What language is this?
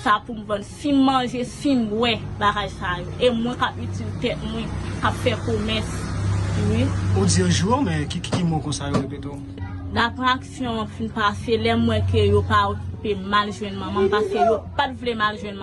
Haitian Creole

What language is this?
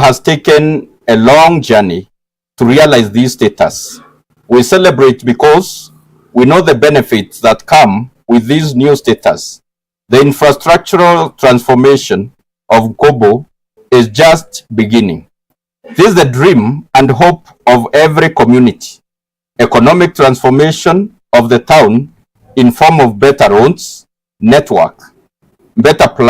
Meru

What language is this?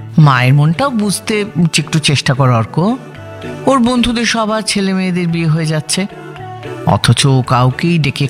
Bangla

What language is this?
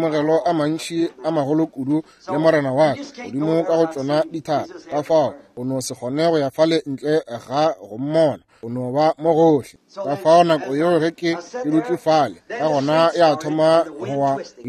Northern Sotho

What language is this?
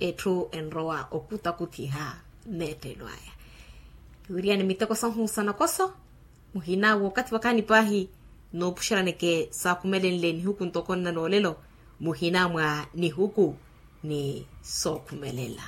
Makhuwa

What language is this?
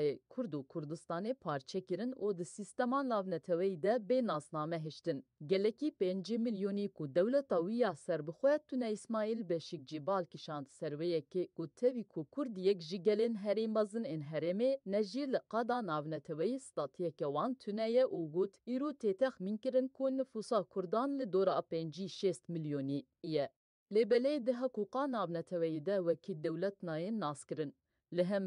Kurdish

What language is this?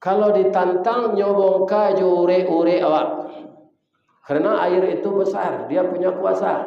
Minangkabau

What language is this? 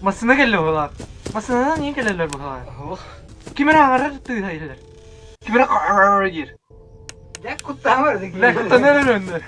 Yakut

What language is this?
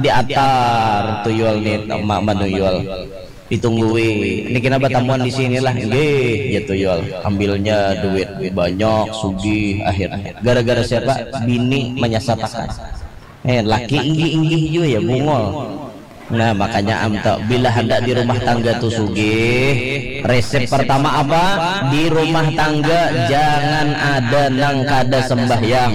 Banjar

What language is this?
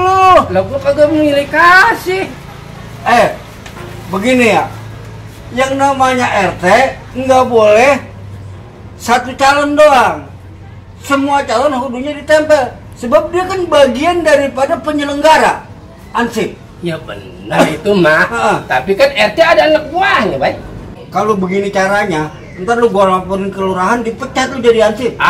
Betawi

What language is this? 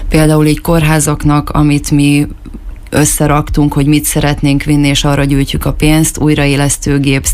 Hungarian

